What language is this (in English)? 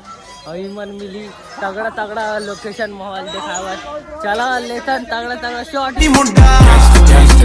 Chhattisgarhi